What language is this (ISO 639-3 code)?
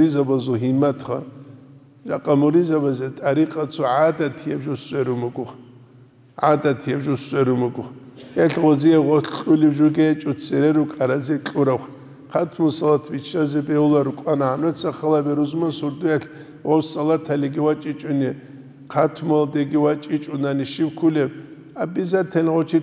ava